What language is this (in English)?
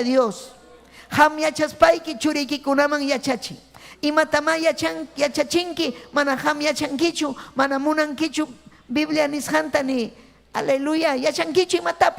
Ayacucho Quechua